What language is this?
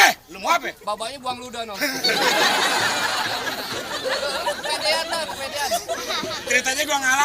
Betawi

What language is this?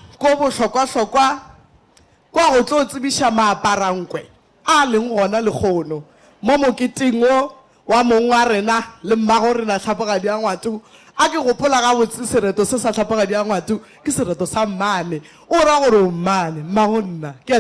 Northern Sotho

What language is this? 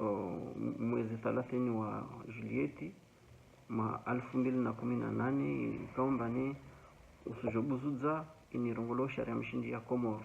Ngazidja Comorian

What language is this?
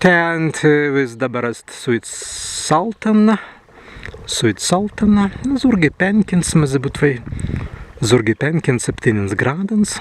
Prussian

